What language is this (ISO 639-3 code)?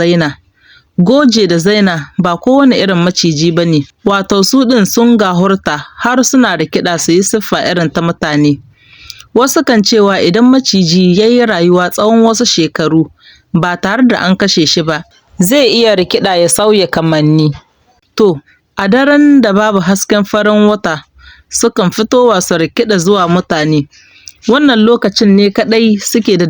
hau